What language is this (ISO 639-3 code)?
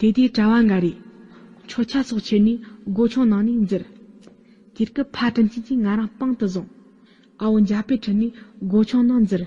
bod